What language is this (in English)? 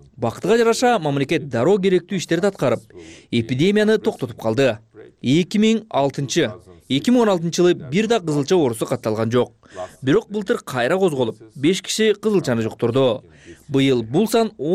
Kyrgyz